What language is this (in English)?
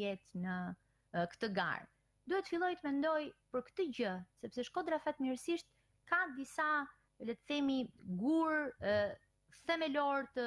Albanian